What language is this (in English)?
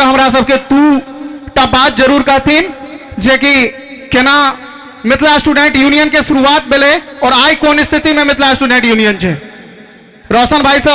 Maithili